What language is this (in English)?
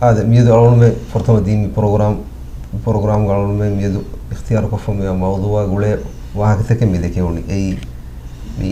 Divehi